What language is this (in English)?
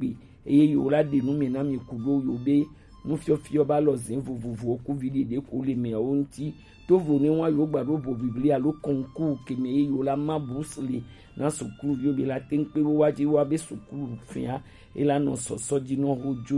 Gen